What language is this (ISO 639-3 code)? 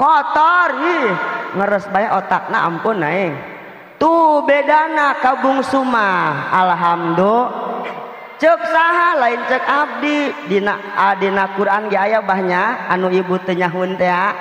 sun